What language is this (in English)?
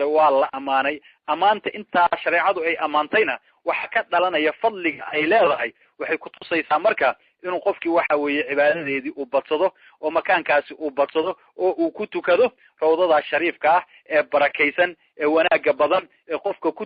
Somali